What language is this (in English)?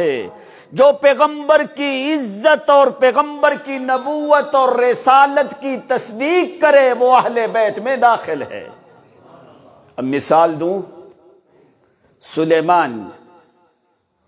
Urdu